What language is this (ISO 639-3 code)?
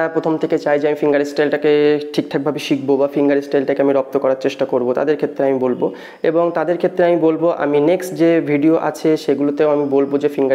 ben